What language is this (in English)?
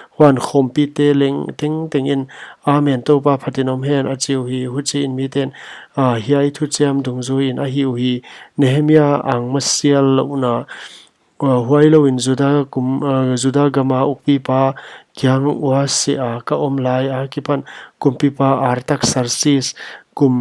Paite Chin